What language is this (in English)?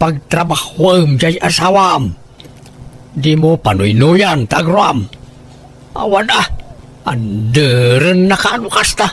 Iloko